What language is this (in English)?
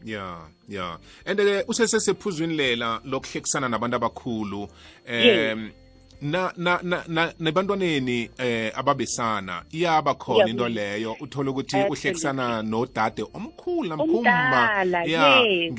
South Ndebele